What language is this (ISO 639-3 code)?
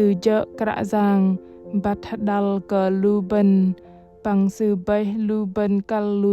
bdq